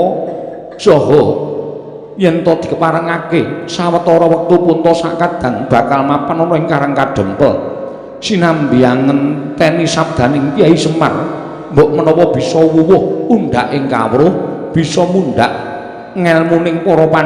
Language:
Javanese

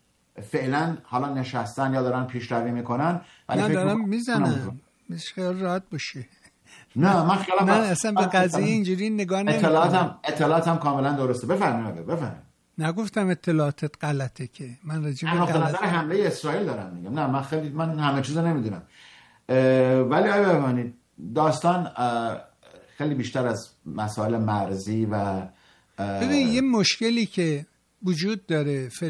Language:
Persian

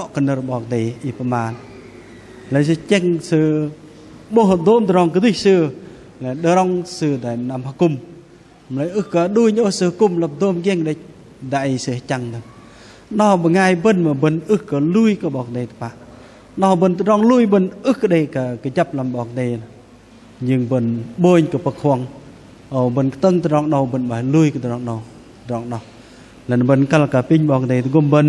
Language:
Bahnar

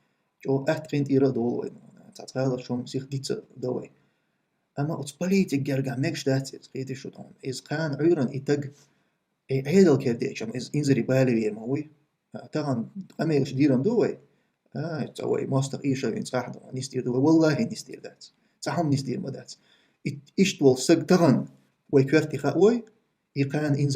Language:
Chechen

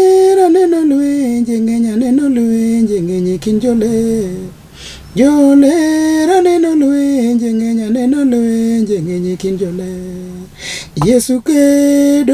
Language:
Luo (Kenya and Tanzania)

